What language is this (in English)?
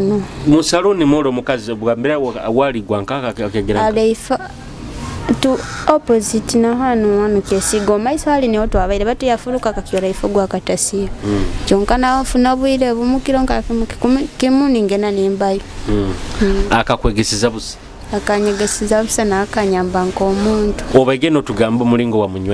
Nyoro